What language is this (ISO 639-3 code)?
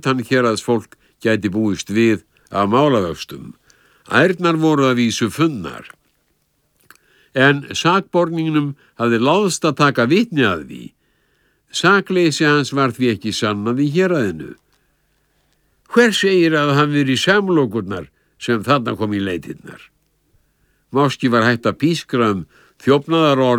isl